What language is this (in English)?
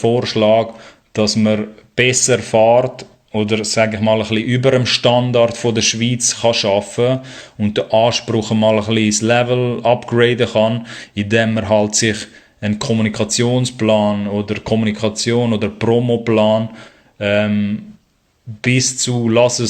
Swiss German